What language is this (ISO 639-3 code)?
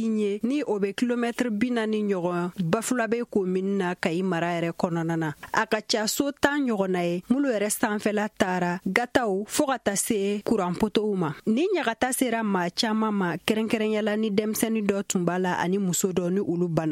bam